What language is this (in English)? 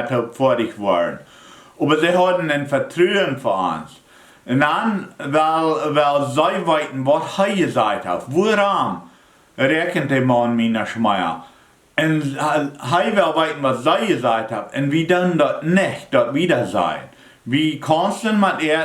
Plautdietsch